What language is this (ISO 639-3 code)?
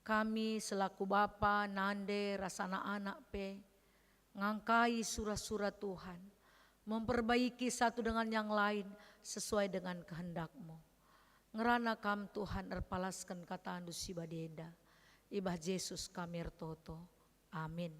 btx